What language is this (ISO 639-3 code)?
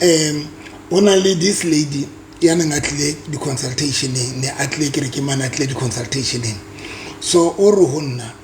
sot